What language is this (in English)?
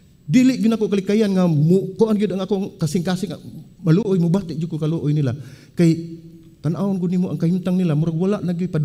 Cebuano